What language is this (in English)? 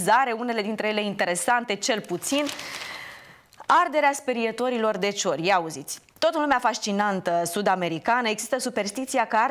Romanian